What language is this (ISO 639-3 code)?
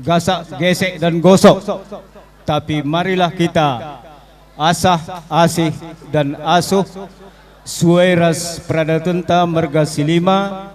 btx